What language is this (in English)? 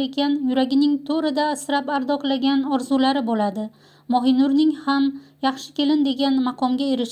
Uzbek